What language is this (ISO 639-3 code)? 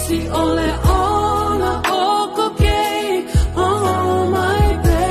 ton